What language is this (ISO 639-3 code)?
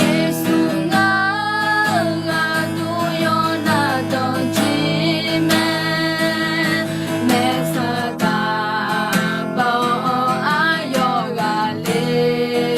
ahk